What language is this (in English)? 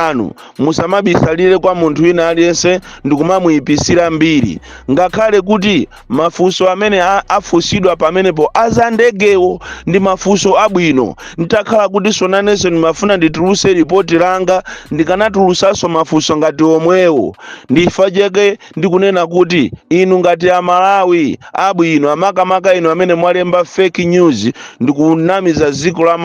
Nyanja